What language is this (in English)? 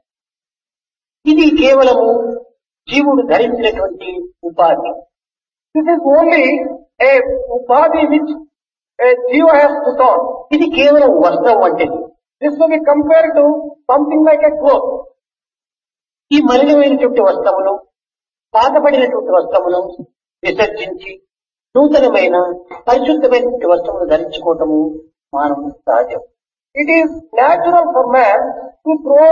Telugu